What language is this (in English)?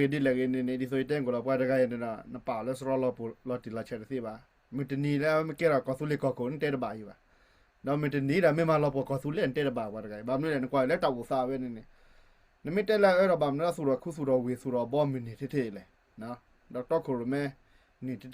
S'gaw Karen